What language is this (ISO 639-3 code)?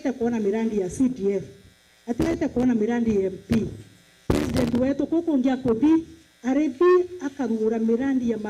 mer